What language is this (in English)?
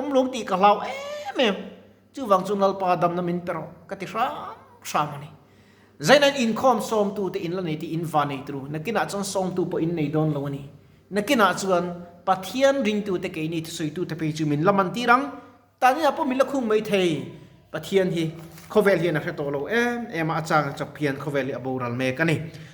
Mizo